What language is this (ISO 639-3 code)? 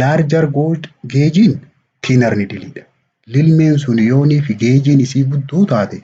orm